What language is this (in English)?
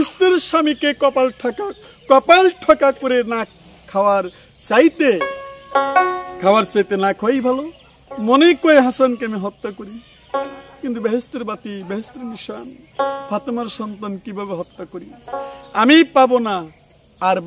Bangla